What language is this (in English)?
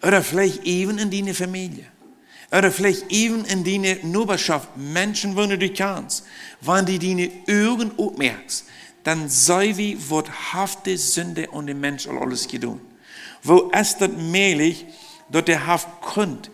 Plautdietsch